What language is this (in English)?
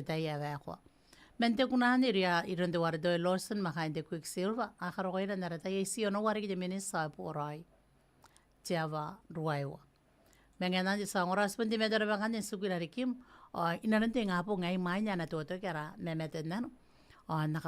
Gilbertese